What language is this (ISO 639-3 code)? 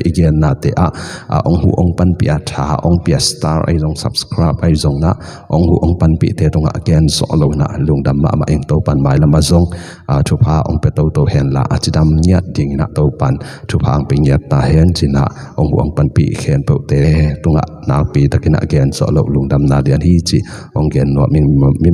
ctd